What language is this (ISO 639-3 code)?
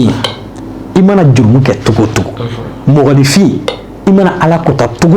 bam